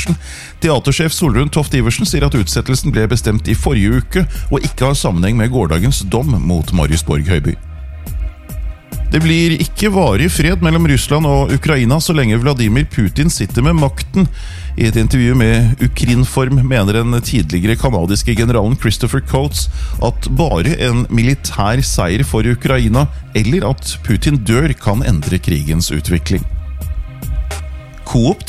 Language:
Norwegian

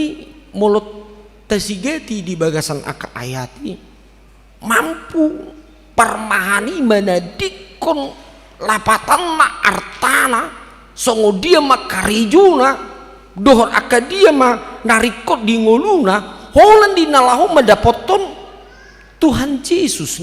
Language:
Batak Toba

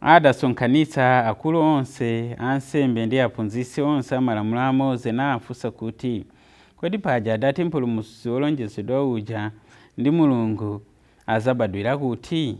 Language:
Nyanja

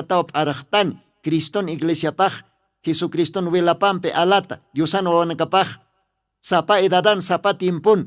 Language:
Aymara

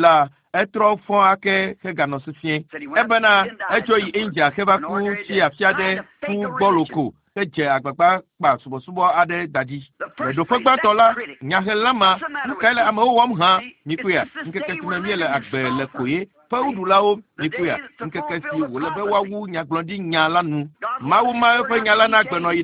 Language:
Ewe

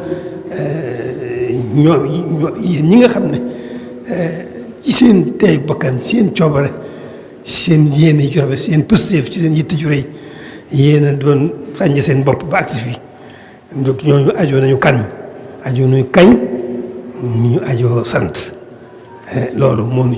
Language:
Wolof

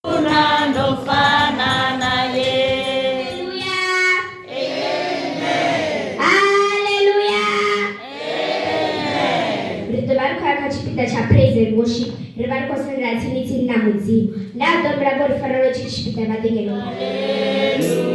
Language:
Venda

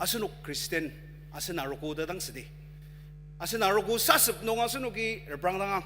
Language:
Ao Naga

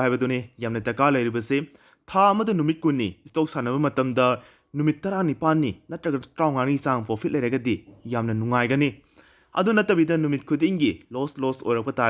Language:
Manipuri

